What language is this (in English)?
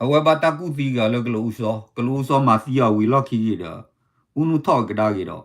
S'gaw Karen